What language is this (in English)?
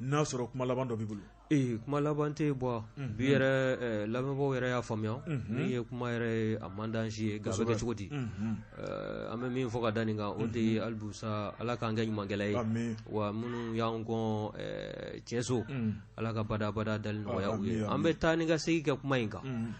Bambara